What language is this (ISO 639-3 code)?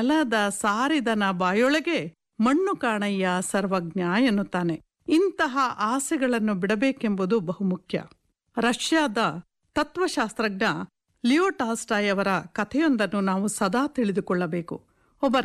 kan